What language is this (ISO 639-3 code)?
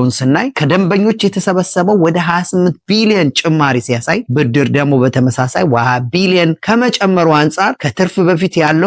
amh